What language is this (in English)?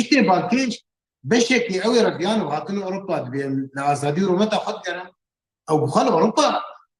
Kurdish